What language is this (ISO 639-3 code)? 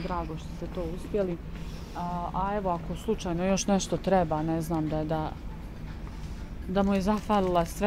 bos